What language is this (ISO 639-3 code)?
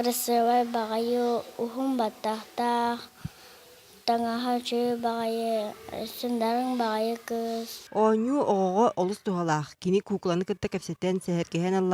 sah